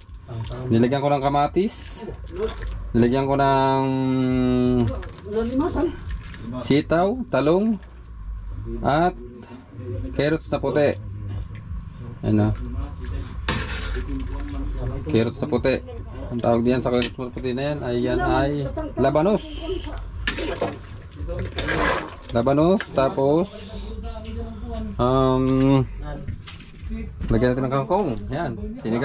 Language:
Filipino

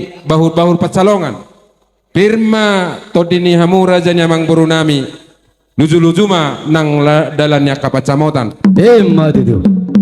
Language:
Batak Toba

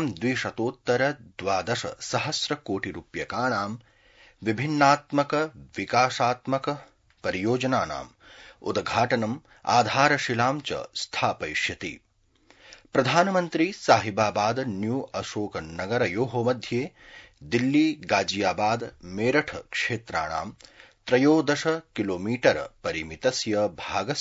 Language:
Sanskrit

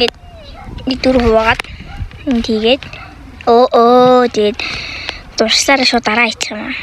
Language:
Mongolian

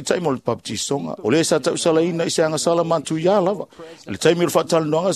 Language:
Samoan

